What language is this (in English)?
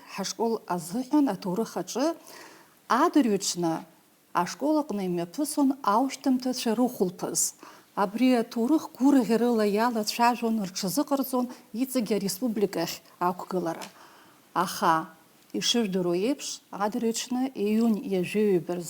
Abkhazian